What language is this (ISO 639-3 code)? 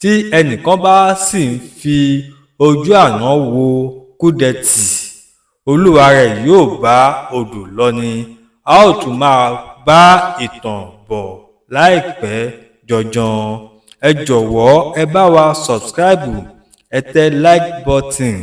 yor